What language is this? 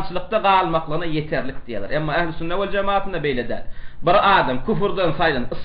Turkmen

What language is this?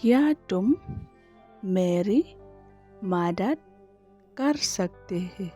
Khasi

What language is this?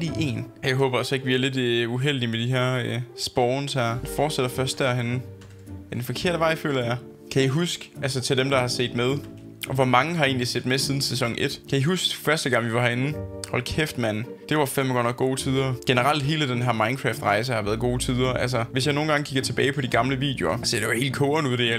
Danish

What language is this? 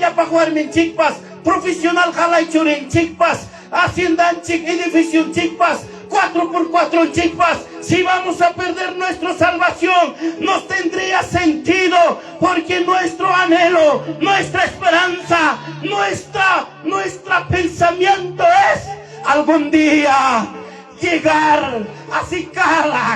Ayacucho Quechua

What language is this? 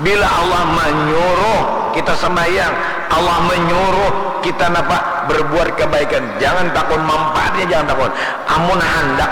Banjar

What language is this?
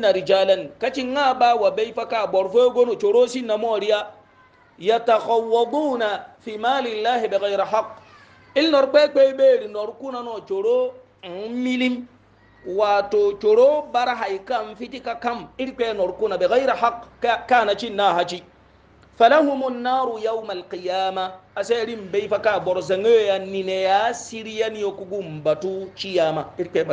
Hausa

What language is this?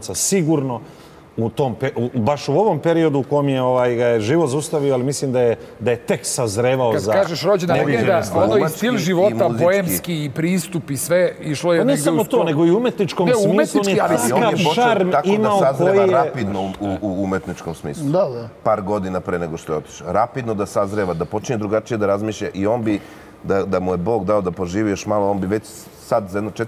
Serbian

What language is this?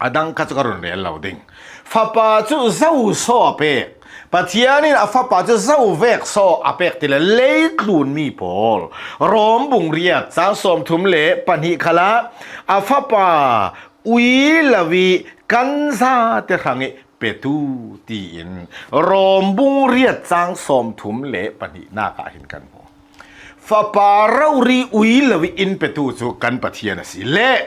Hakha Chin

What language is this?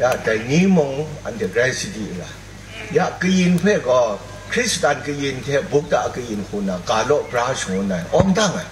Kachin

